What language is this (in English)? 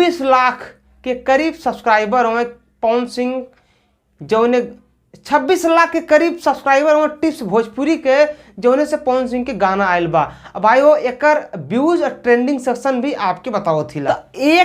Bhojpuri